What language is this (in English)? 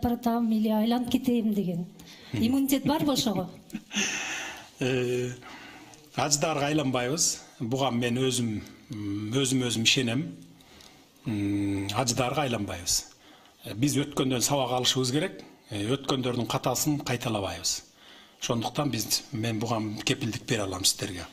Kyrgyz